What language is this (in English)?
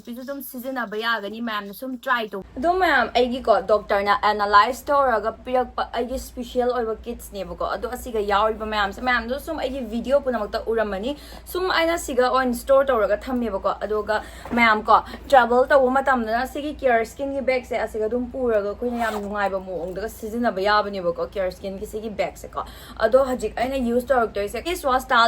Manipuri